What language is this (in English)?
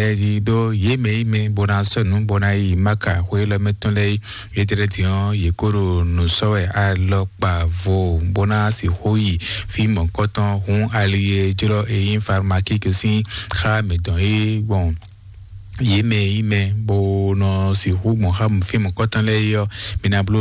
Fon